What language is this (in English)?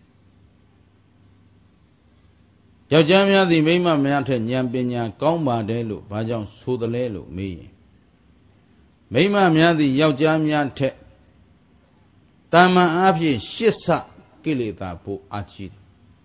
Burmese